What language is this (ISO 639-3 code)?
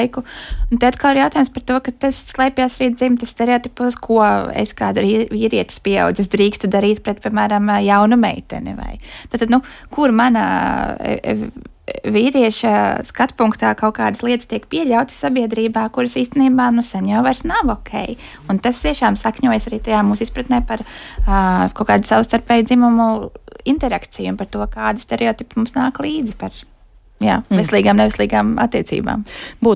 lav